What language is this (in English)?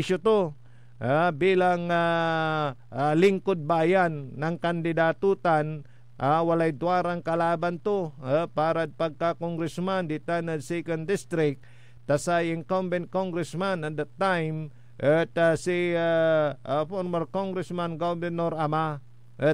Pangasinan